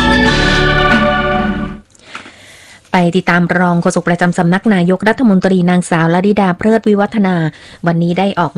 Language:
Thai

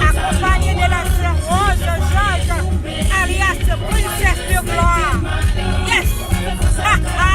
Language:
Haitian Creole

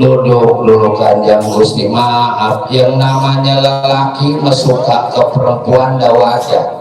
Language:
Betawi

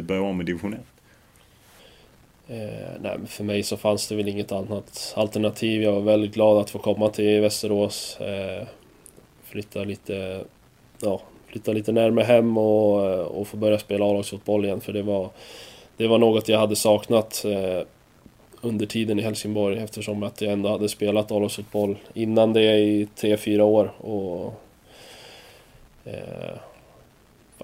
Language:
Swedish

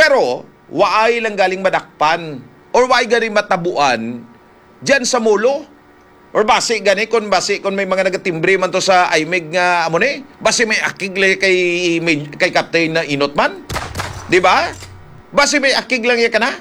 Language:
Hiligaynon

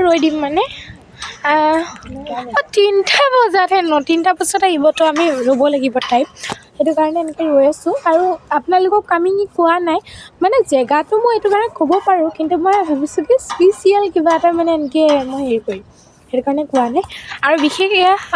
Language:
Assamese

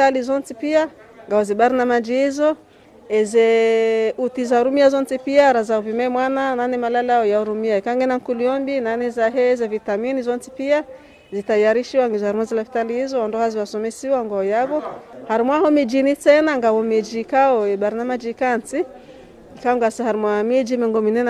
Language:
Ngazidja Comorian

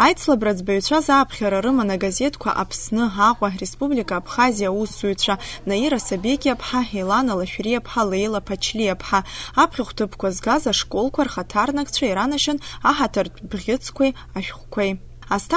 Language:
Abkhazian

